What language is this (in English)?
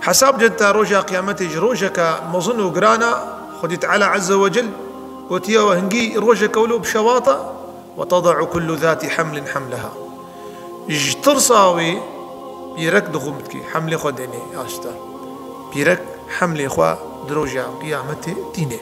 Kurdish